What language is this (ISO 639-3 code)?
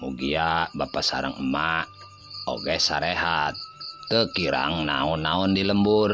sun